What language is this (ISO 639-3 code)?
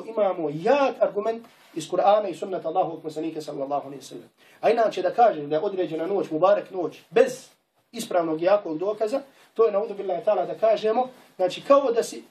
bos